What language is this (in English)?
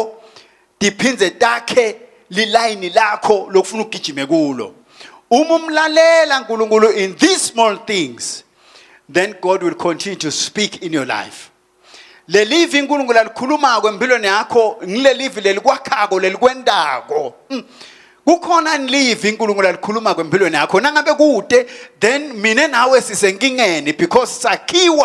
Swati